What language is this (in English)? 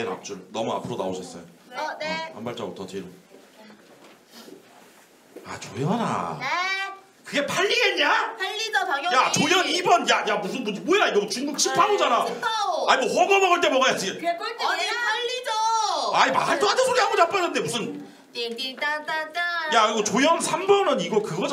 Korean